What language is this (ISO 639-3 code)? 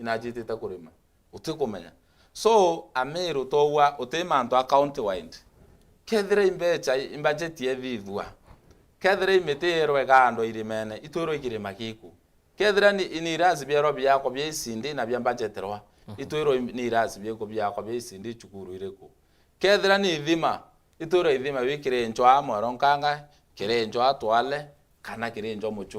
mer